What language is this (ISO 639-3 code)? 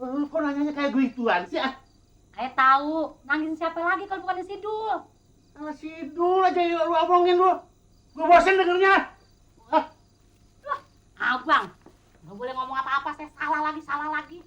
bew